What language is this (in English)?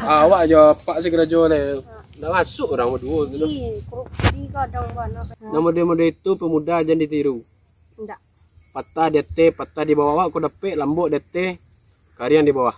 Minangkabau